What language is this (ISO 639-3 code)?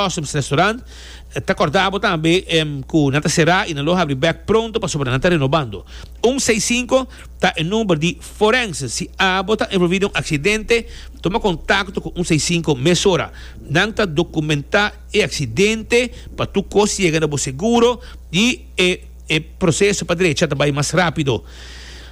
pap